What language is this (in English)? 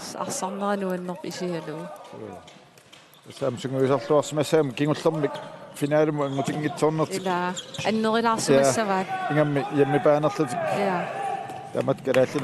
Kalaallisut